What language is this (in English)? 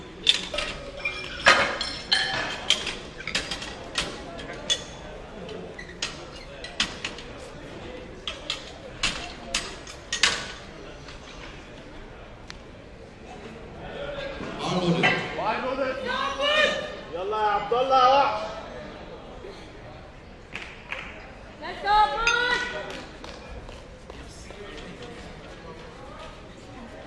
English